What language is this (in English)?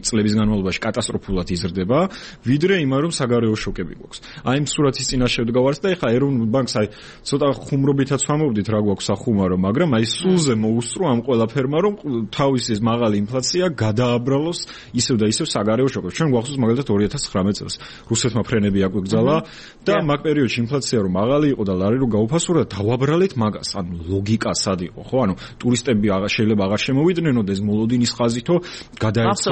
Georgian